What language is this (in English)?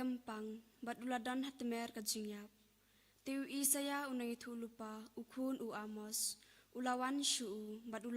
Khasi